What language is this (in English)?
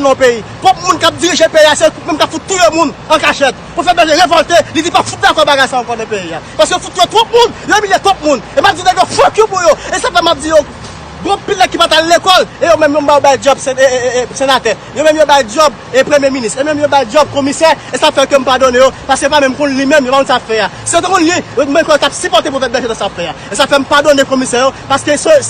Haitian Creole